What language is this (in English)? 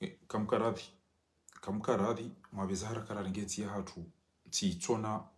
Ngazidja Comorian